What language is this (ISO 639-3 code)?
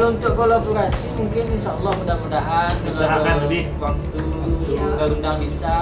min